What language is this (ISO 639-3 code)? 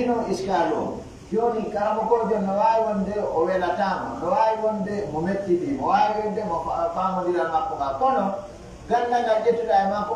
fuf